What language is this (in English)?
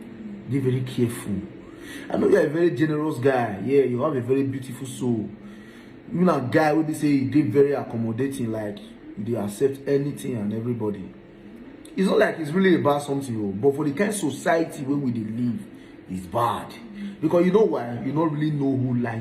Nigerian Pidgin